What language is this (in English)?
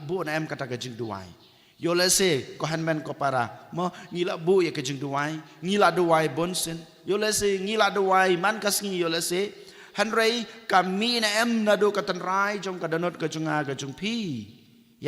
Khasi